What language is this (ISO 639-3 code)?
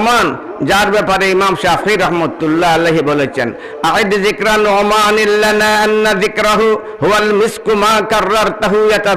syl